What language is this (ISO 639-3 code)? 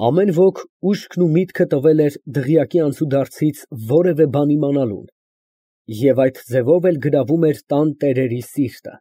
hye